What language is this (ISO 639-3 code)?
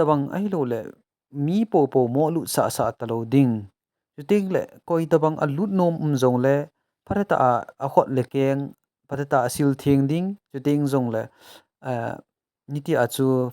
tcz